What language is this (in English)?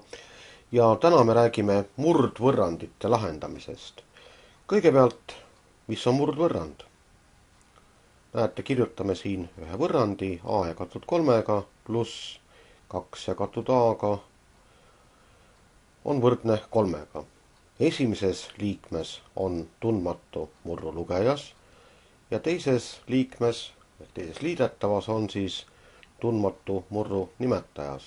Estonian